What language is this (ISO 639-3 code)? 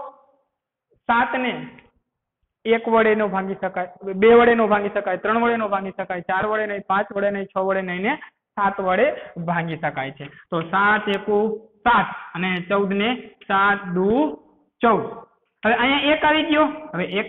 guj